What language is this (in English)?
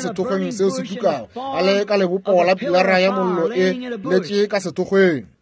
Northern Sotho